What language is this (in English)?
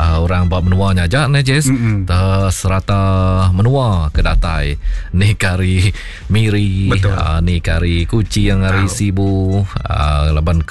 Iban